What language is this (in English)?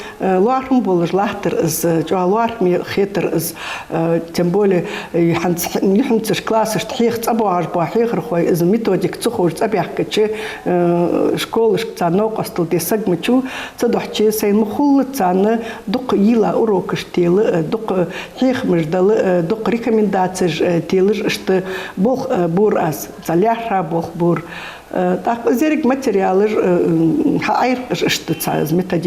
Ingush